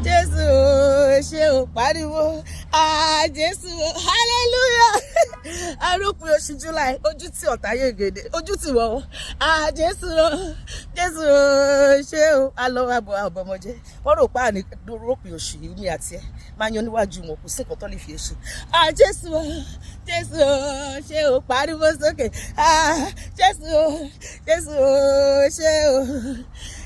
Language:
Yoruba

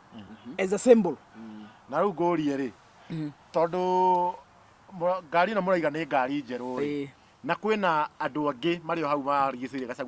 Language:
Kikuyu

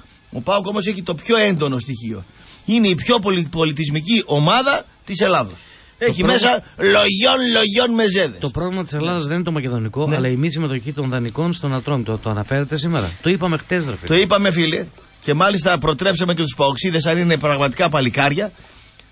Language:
Greek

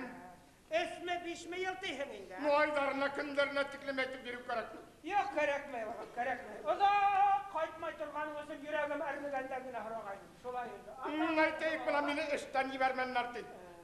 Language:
Bashkir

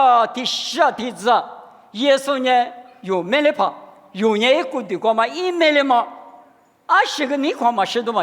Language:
Lisu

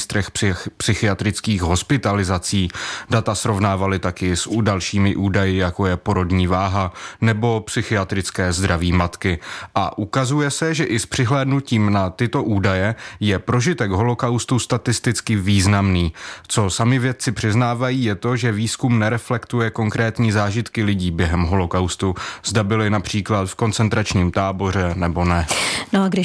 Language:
Czech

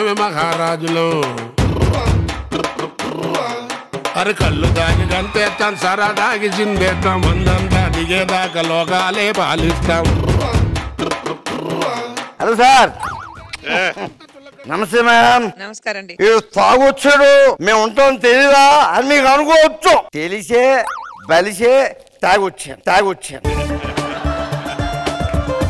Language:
Telugu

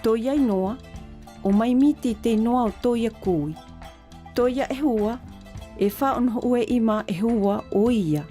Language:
South Marquesan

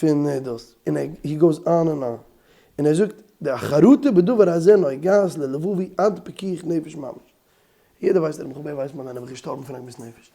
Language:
Yiddish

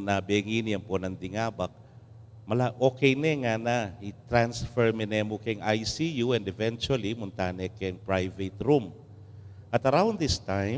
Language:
Pampanga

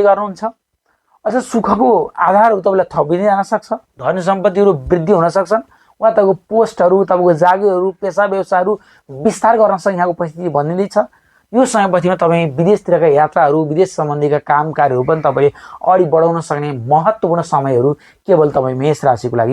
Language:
Nepali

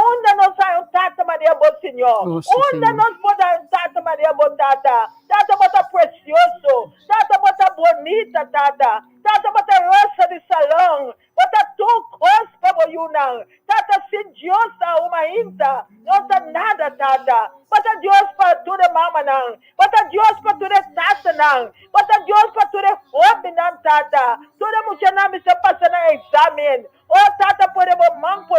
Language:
Papiamento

